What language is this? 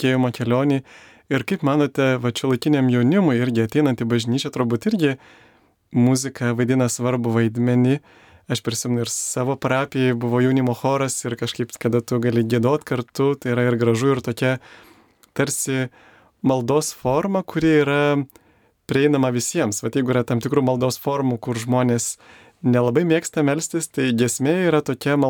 Lithuanian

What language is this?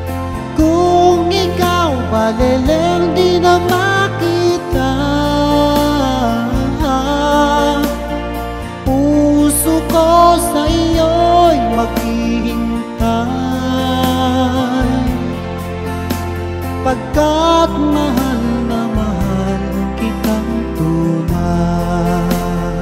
Filipino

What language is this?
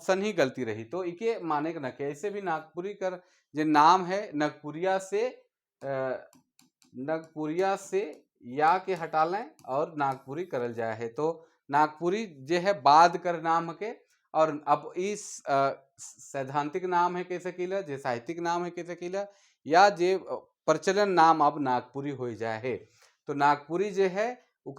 Sadri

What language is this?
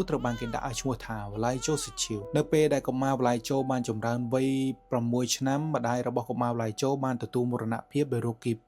Khmer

